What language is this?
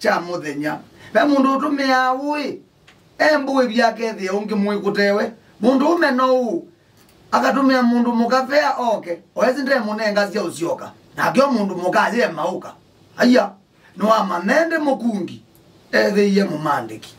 Kamba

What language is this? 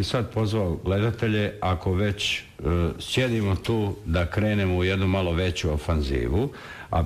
Bosnian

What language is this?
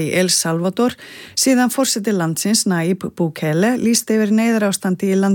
Icelandic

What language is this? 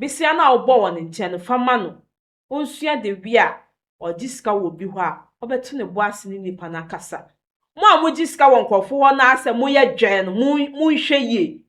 Akan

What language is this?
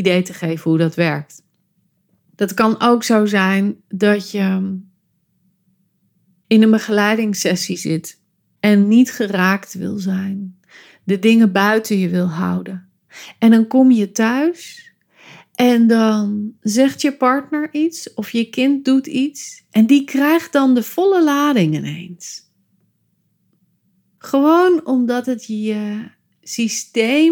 Dutch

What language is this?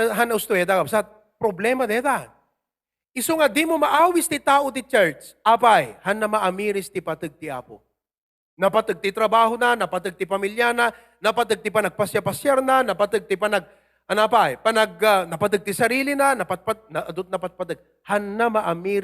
Iloko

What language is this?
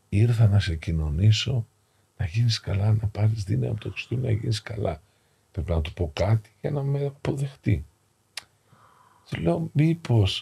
Greek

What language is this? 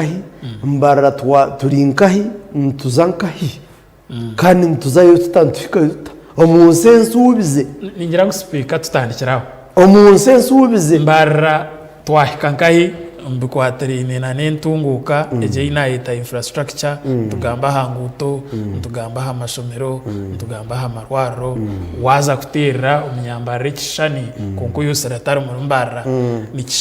Nyankole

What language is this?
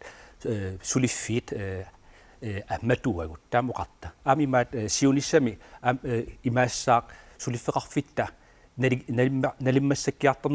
Kalaallisut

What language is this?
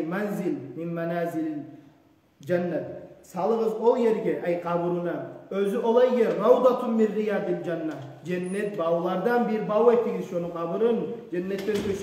Kumyk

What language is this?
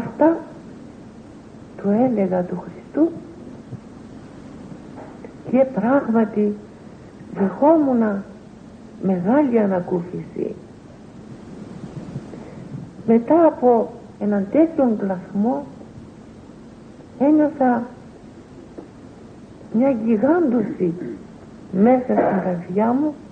Greek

